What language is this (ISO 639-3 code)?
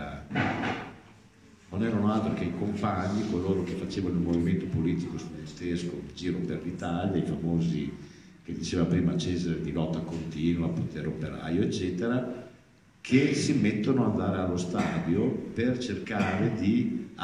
ita